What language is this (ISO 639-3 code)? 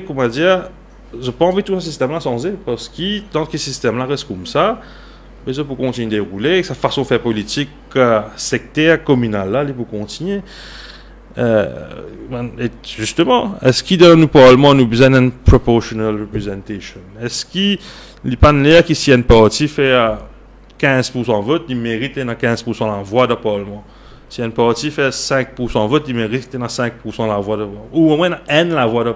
mfe